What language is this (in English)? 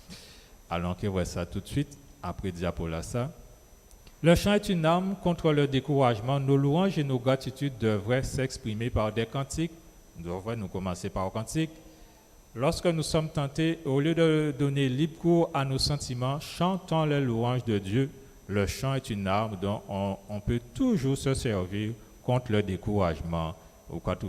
Guadeloupean Creole French